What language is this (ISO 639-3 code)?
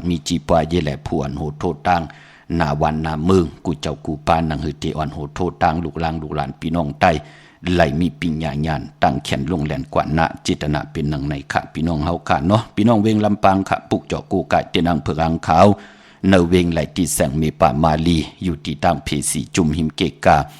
shn